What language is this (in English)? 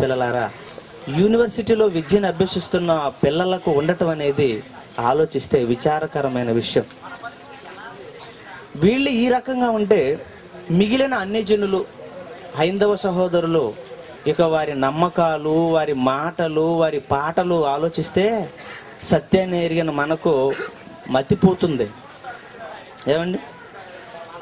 Telugu